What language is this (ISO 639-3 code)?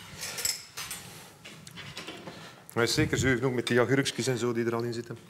nld